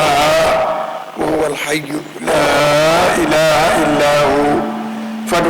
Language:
Fula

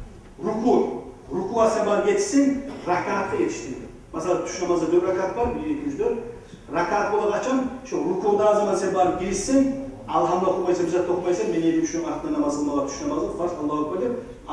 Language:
Kumyk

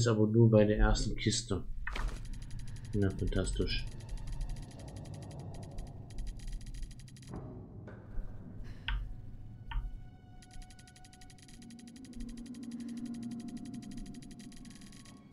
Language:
German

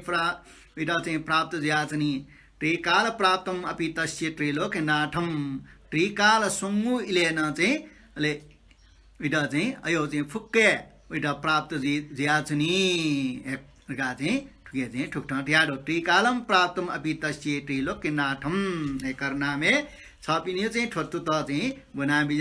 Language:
Newari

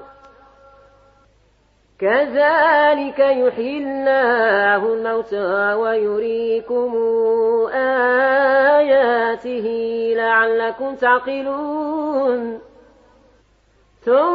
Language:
Arabic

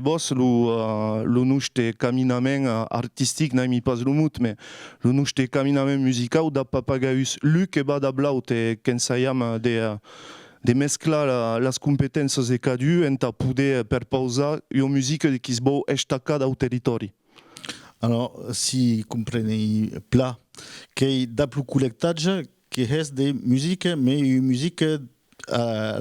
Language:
Occitan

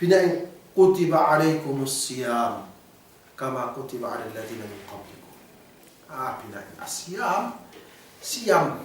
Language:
Yakan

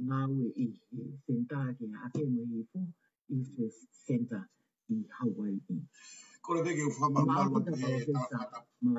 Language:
Tongan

